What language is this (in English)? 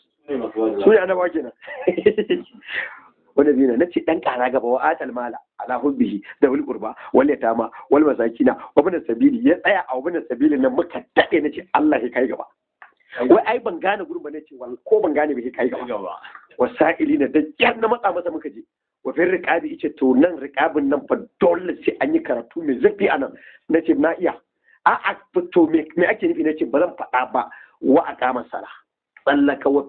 Hausa